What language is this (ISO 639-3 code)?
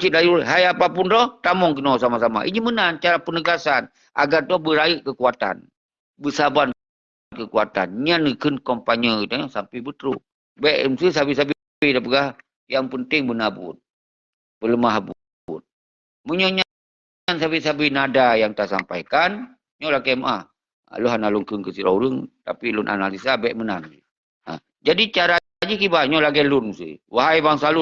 ace